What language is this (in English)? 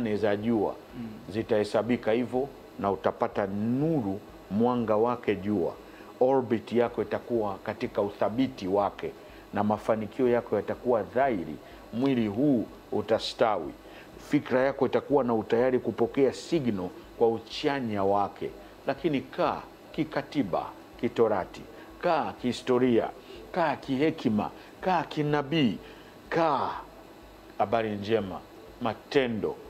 Swahili